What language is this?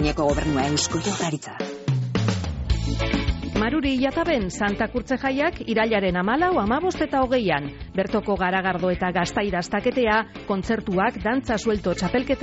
Basque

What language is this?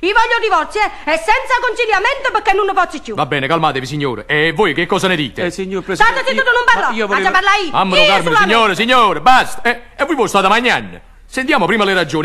Neapolitan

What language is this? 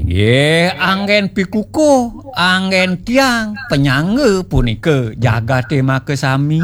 Balinese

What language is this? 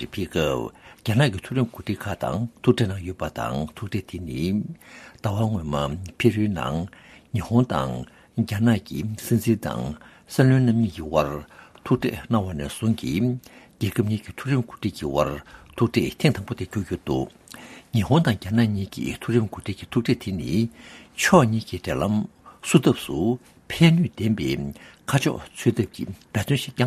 Tibetan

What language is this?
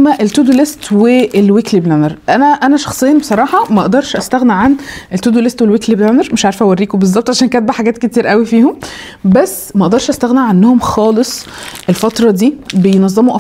Egyptian Arabic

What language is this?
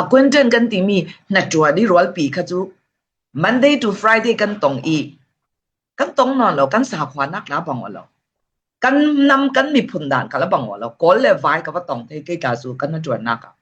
Falam Chin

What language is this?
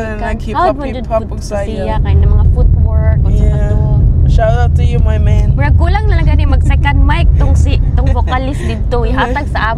Cebuano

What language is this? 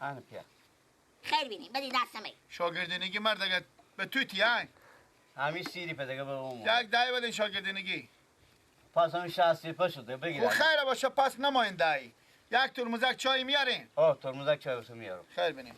Persian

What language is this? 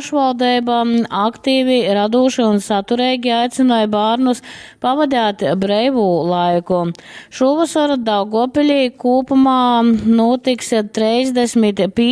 Latgalian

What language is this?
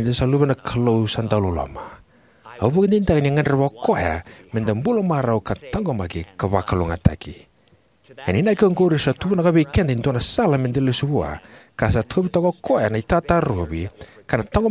Fijian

